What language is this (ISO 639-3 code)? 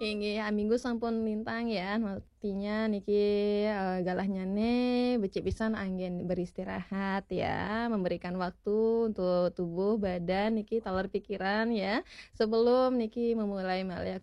ban